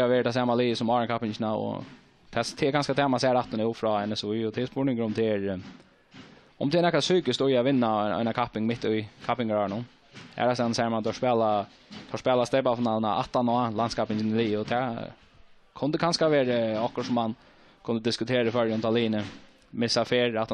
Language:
Faroese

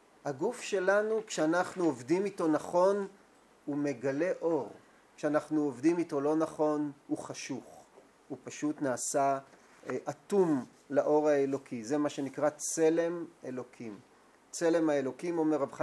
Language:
Hebrew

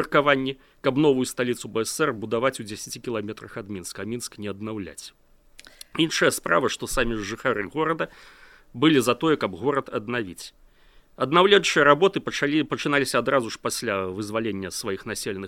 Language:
Belarusian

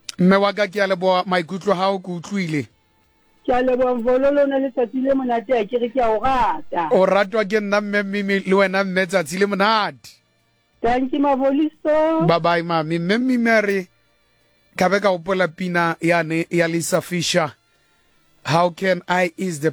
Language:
Southern Sotho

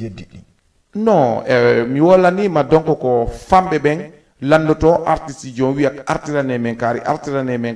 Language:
Fula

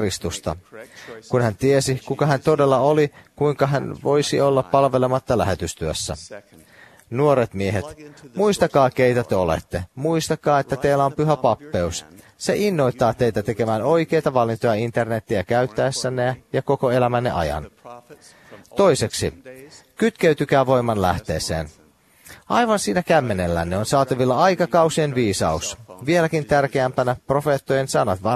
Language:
Finnish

